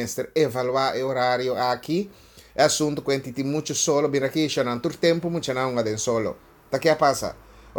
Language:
Papiamento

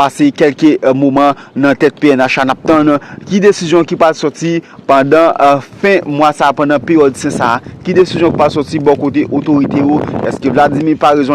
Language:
Haitian Creole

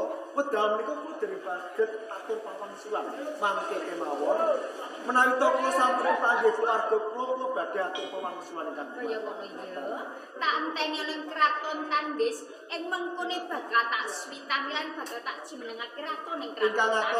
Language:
Javanese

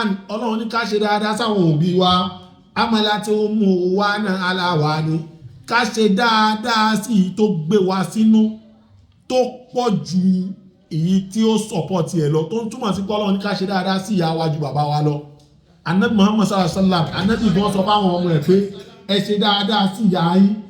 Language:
Yoruba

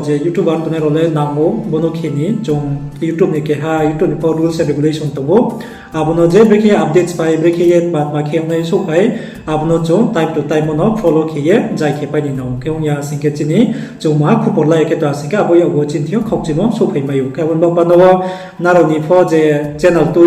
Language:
Riang (India)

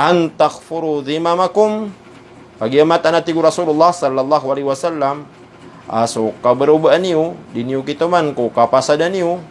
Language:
Maranao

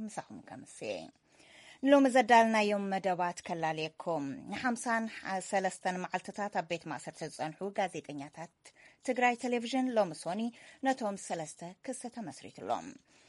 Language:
Tigrinya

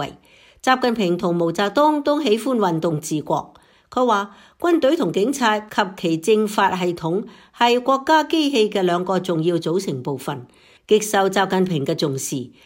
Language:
Cantonese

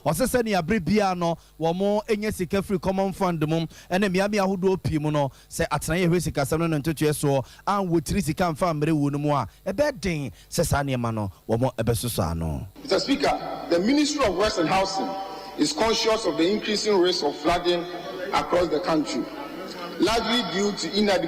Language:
Akan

